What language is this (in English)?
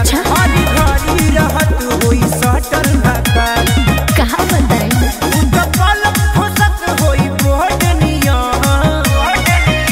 Bhojpuri